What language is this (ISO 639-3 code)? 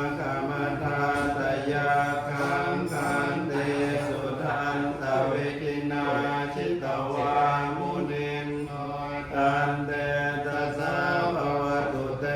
pli